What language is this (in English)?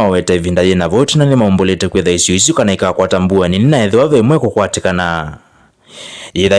Kamba